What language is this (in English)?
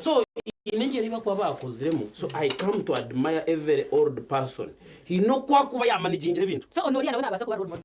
Nyankole